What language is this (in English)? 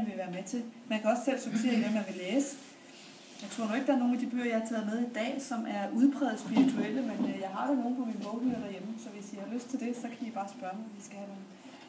Danish